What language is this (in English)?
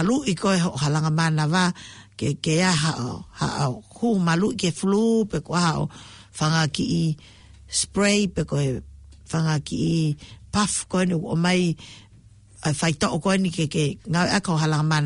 Tongan